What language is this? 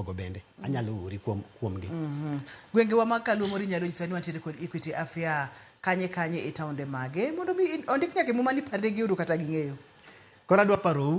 Luo (Kenya and Tanzania)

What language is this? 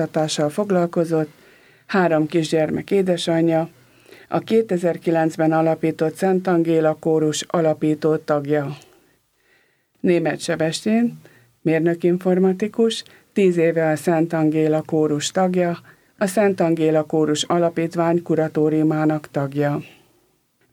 Hungarian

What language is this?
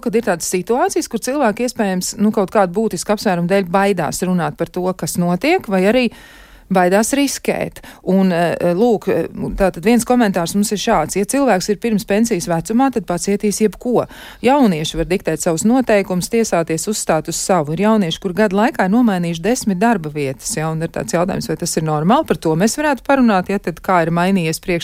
Latvian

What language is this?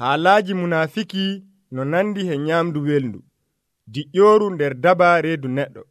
Nigerian Fulfulde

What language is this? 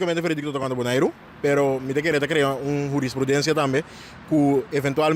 Papiamento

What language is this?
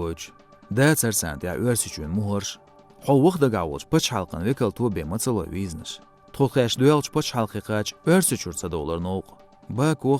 Chechen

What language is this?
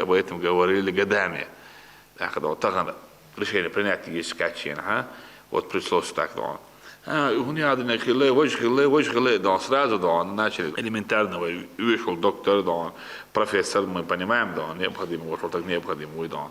Chechen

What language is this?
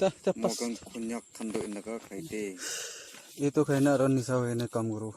Naga Pidgin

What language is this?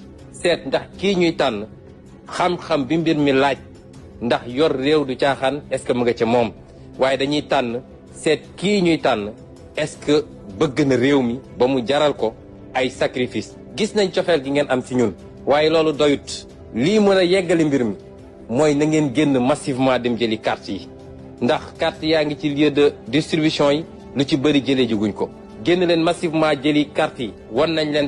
Wolof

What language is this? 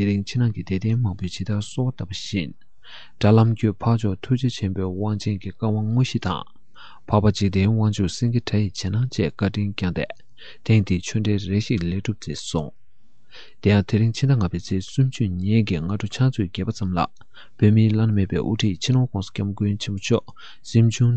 Tibetan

